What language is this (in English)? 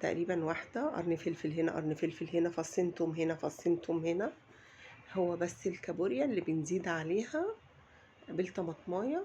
Egyptian Arabic